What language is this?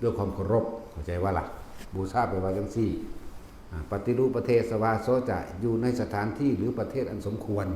Northeastern Thai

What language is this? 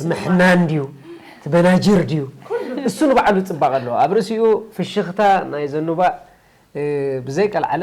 Tigrinya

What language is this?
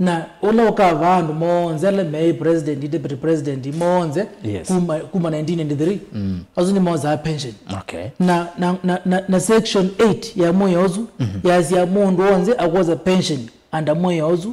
Kamba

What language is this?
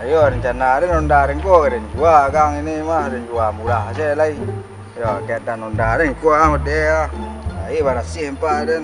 Minangkabau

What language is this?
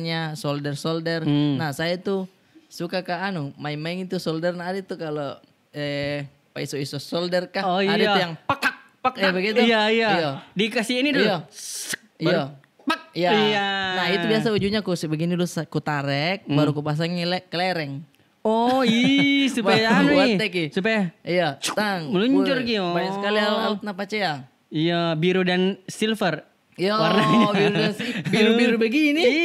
Makassar Malay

